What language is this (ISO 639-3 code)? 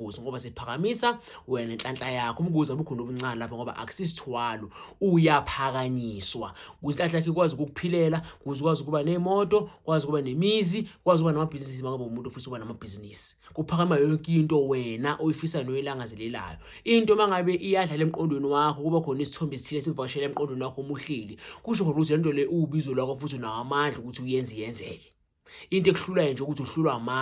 zul